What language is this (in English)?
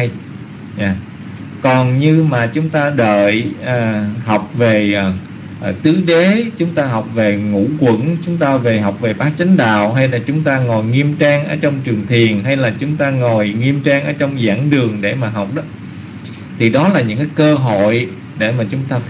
Vietnamese